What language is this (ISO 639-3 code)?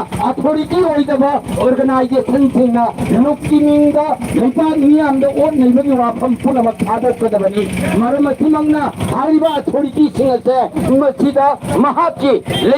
mni